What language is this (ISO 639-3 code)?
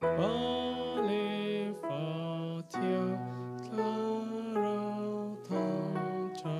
cfm